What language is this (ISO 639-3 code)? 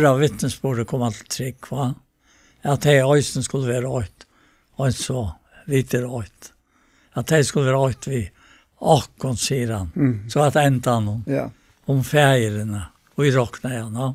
fao